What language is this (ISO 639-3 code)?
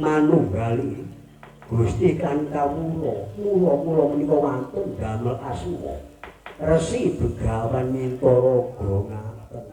jav